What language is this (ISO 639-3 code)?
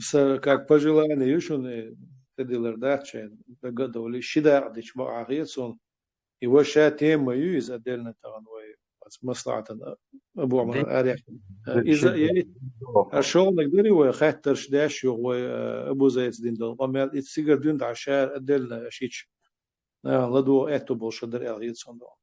che